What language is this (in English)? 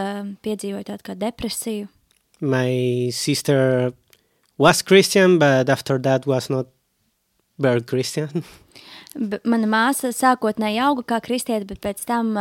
Latvian